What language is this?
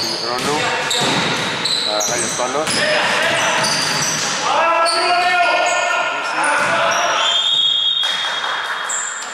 Greek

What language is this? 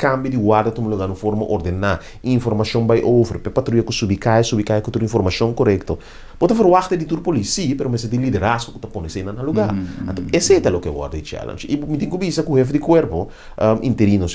Papiamento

